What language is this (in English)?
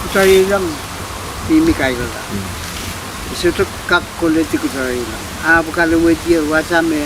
Pohnpeian